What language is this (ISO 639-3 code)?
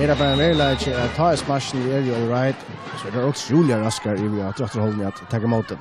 fao